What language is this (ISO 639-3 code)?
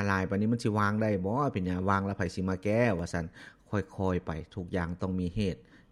lao